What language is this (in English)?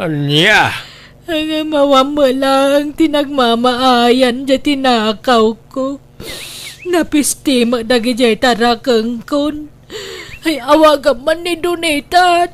Iloko